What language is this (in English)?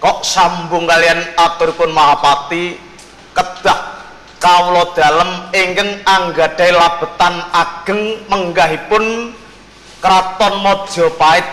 Javanese